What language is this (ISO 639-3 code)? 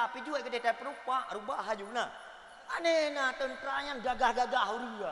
ace